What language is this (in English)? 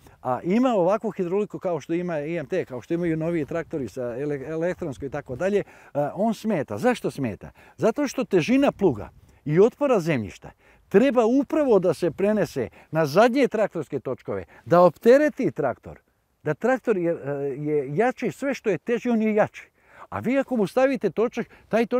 Serbian